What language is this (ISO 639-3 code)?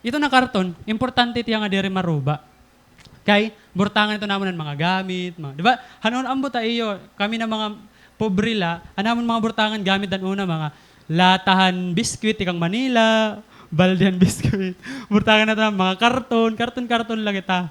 war